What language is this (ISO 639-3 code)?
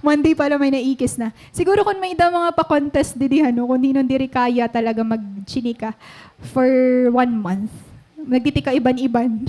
war